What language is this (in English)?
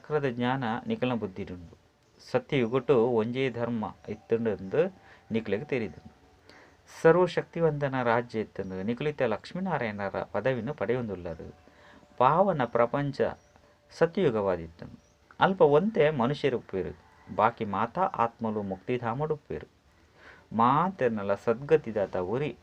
Tulu